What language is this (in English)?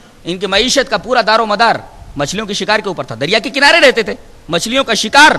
Urdu